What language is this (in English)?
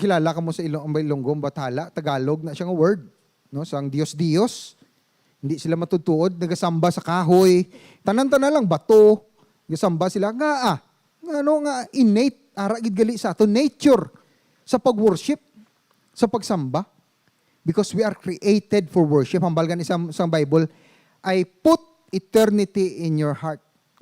Hiligaynon